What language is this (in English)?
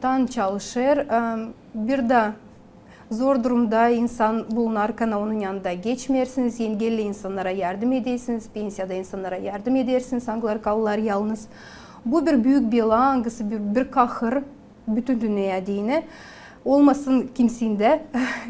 Gagauz